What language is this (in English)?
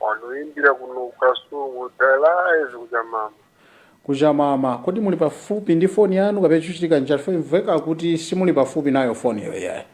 Nyanja